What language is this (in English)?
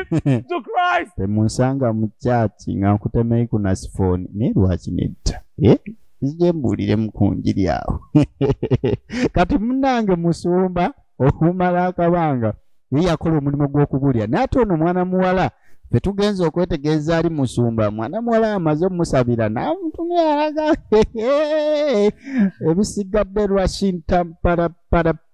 Ganda